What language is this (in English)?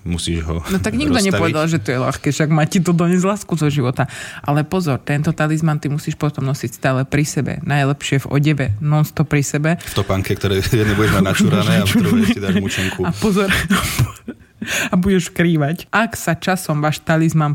Slovak